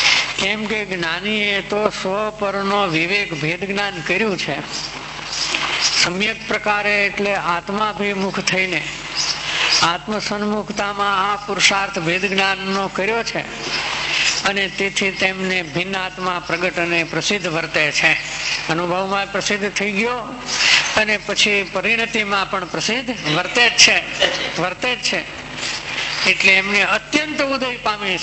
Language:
Gujarati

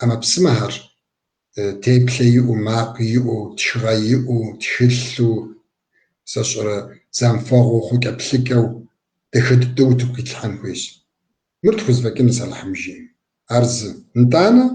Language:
Kabardian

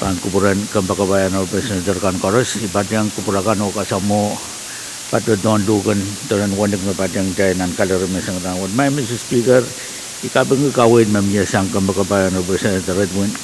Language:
Pohnpeian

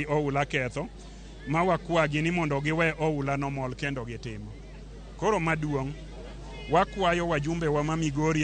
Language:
Luo (Kenya and Tanzania)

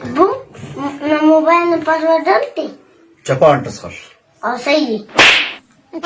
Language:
Brahui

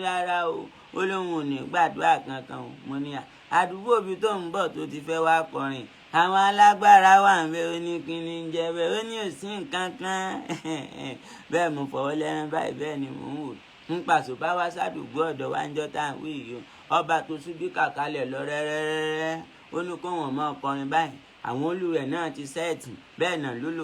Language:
Yoruba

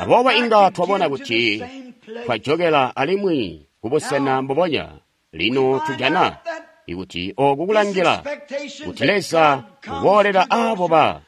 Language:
Tonga (Zambia)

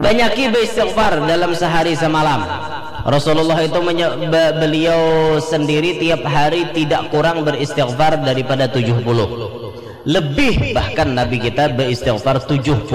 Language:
Banjar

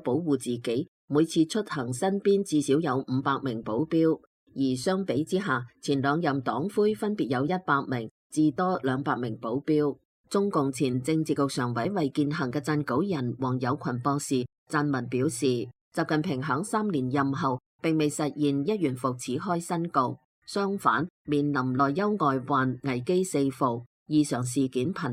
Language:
Cantonese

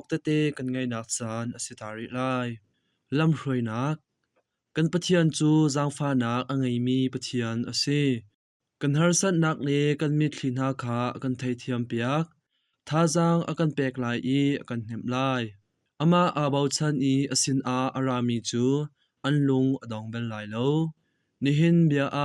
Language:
Hakha Chin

